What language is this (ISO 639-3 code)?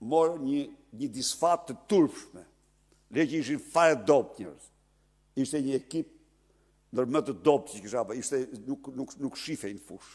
sqi